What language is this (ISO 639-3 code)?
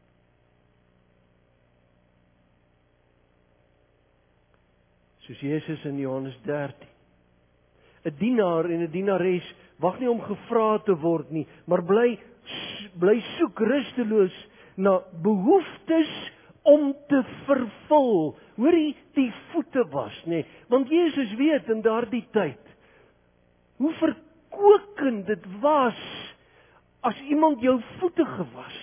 afr